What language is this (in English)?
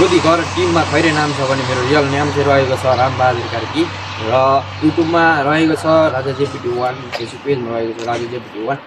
Nepali